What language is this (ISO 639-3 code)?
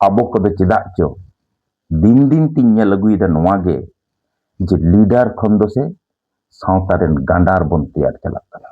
sat